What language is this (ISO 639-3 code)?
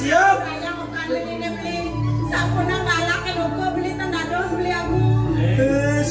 ban